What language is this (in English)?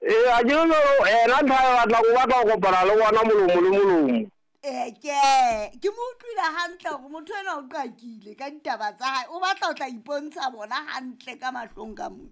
Southern Sotho